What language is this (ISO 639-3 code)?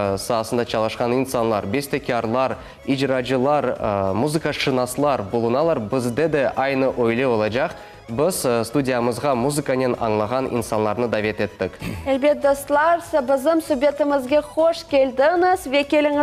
crh